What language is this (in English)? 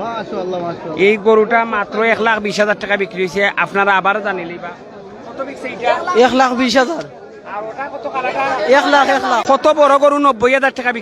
Sylheti